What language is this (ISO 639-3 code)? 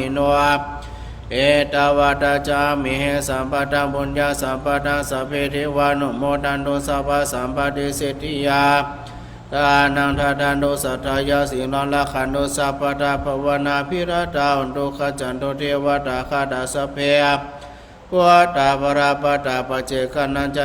pli